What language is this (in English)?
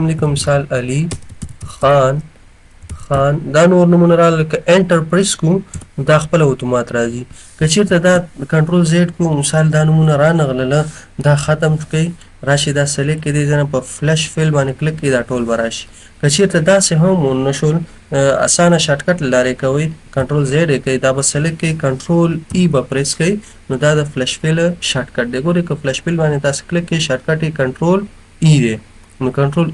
Pashto